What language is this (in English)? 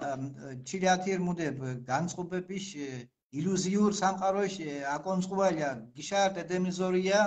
Mingrelian